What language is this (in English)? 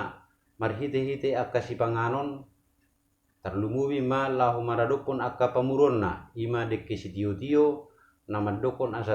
Batak Toba